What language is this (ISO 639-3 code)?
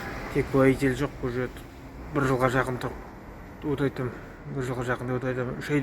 kaz